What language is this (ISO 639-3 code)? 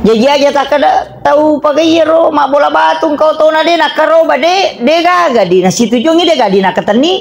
bug